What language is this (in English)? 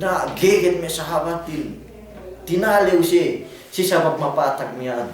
Yakan